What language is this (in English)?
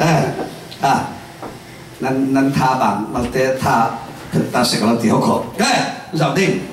Falam Chin